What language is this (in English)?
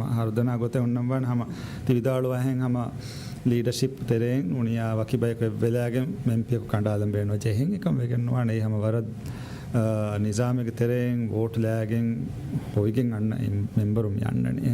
Divehi